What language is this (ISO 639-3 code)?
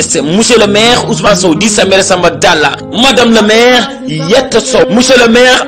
ful